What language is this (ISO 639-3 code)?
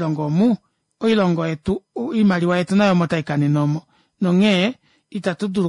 kua